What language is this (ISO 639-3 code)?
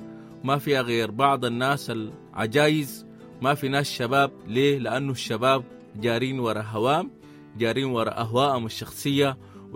apd